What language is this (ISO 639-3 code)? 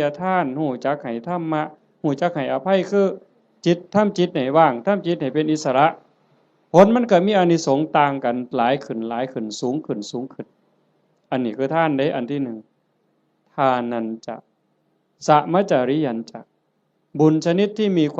tts